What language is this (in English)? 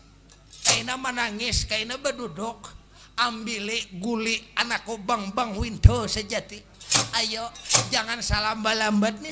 Banjar